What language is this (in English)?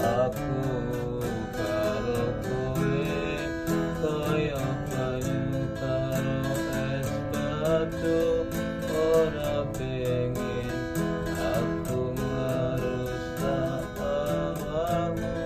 Javanese